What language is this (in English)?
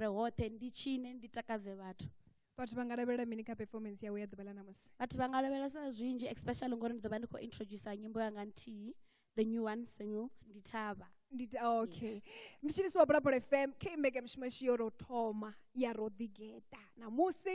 Venda